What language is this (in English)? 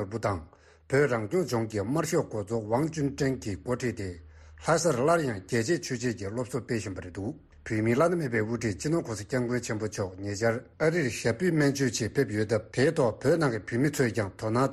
Tibetan